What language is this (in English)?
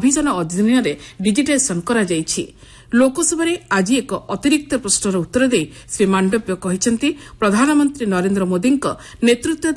Odia